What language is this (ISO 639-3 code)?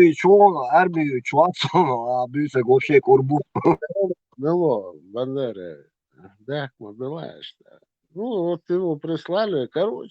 che